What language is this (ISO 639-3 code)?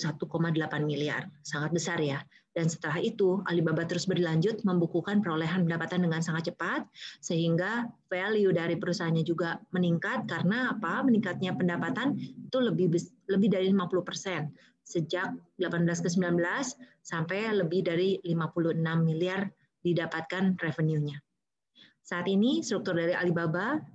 ind